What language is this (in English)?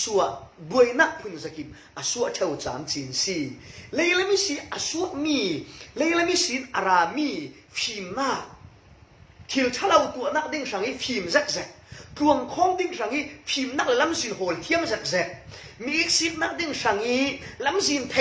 Falam Chin